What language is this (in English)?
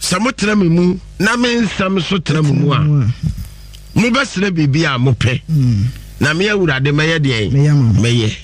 Akan